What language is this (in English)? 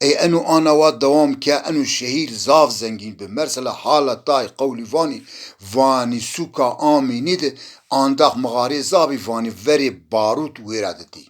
Zaza